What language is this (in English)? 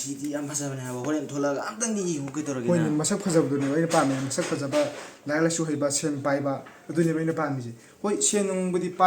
Manipuri